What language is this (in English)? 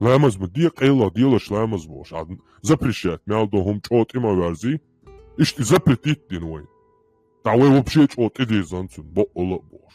Chechen